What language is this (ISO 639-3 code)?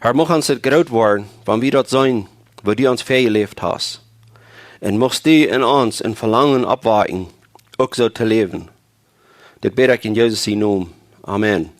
pdt